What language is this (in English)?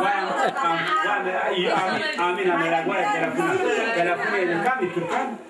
Zaza